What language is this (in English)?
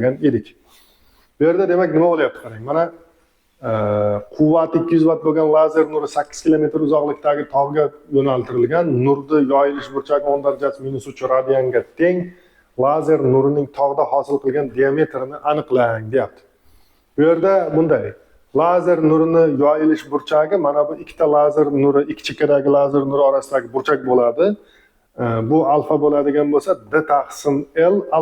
Uzbek